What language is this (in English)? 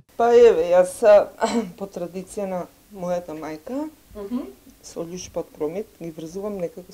Macedonian